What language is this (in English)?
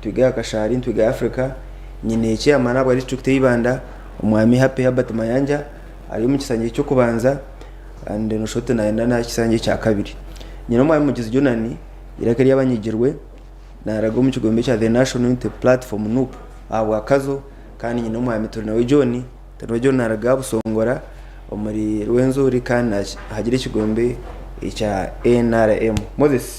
Nyankole